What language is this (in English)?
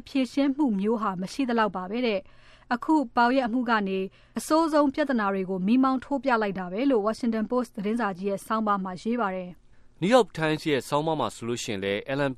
Burmese